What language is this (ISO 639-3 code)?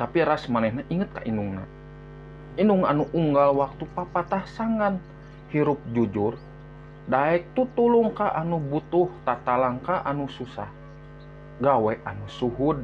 sun